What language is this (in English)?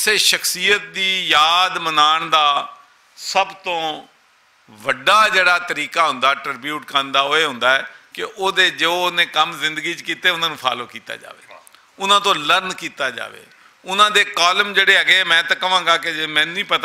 Western Panjabi